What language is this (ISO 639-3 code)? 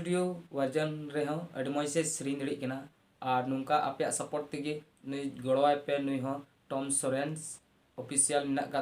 sat